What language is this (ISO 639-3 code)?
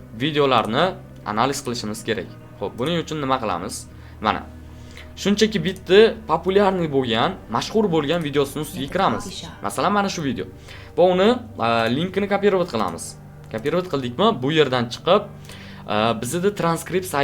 uzb